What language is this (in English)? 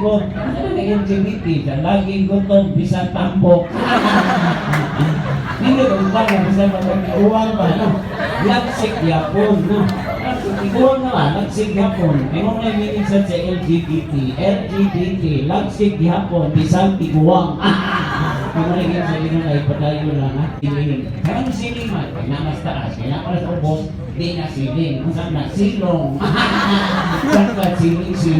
Cebuano